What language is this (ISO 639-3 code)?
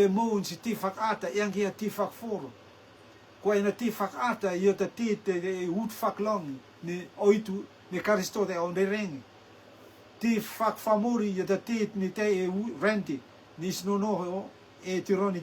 rtm